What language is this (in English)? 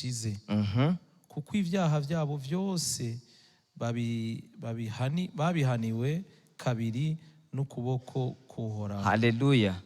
Rundi